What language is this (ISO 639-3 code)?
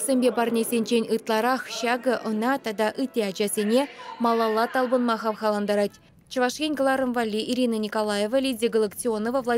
chv